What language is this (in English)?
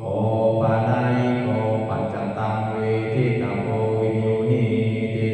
Pali